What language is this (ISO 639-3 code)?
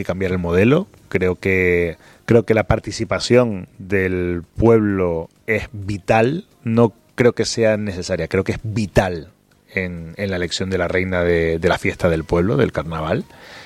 spa